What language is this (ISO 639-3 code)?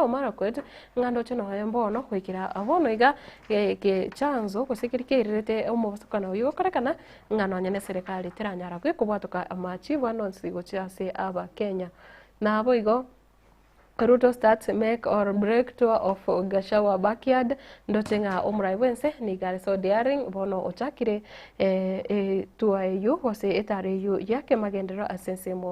guz